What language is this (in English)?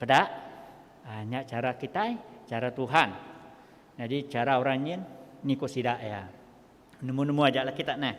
Iban